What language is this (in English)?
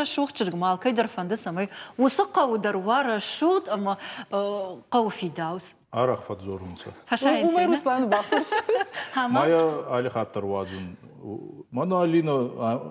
Ossetic